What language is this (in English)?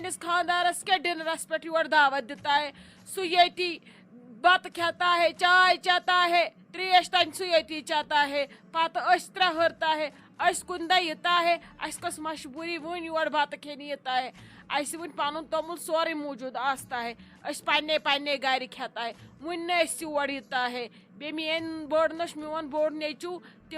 Kashmiri